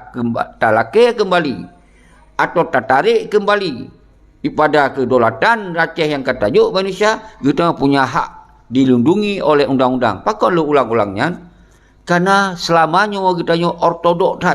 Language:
Achinese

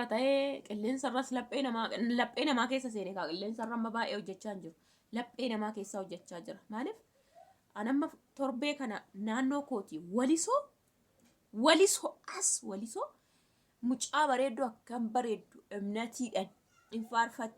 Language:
Oromo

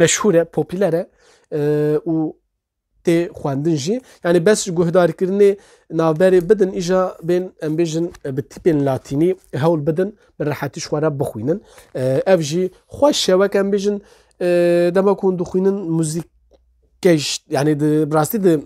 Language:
Kurdish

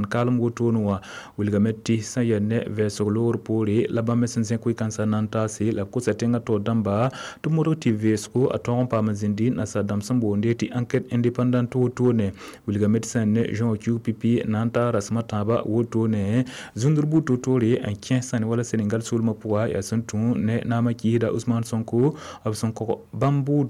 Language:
Mossi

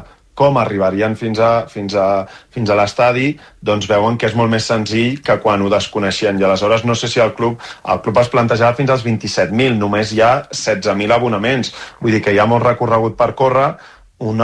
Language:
Catalan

